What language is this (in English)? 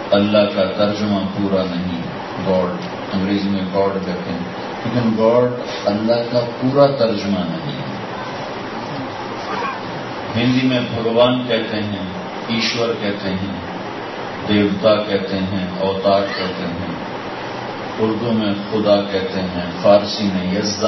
Urdu